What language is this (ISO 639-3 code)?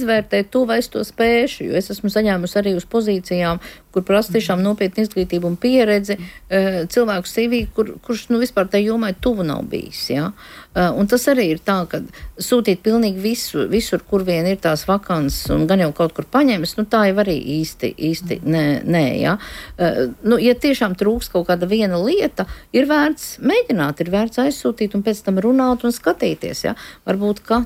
lav